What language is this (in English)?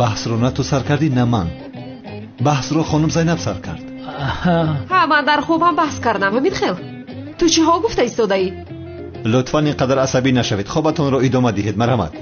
Tajik